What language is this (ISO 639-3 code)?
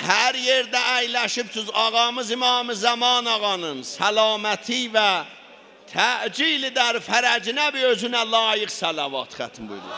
azb